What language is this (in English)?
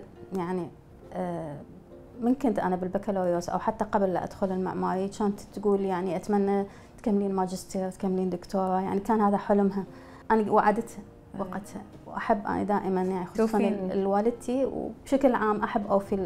Mesopotamian Arabic